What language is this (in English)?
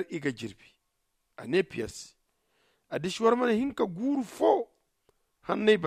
Zarma